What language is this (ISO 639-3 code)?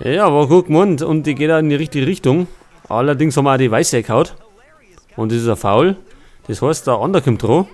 bar